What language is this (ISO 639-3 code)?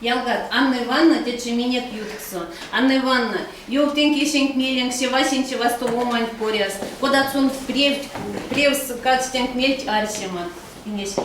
myv